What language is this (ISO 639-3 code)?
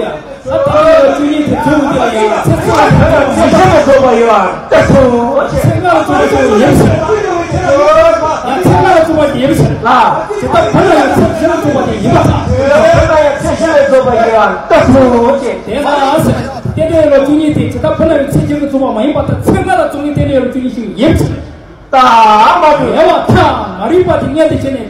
bod